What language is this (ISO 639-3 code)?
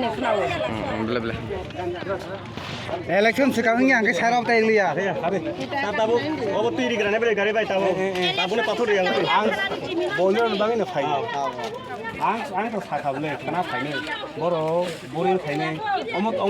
trp